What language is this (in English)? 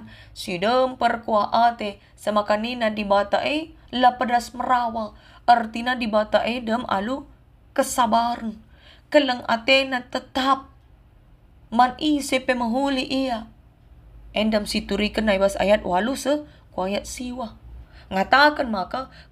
Batak Karo